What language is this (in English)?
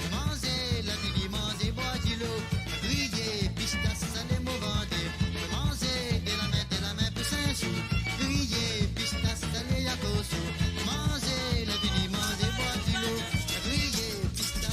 Morisyen